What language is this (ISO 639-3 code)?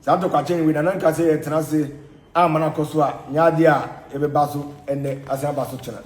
aka